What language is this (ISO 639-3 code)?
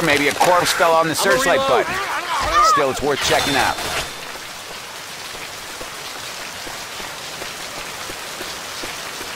eng